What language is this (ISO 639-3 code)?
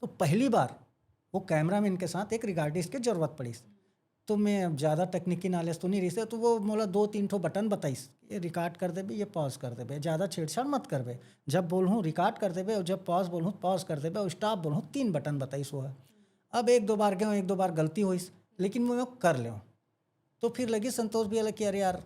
hne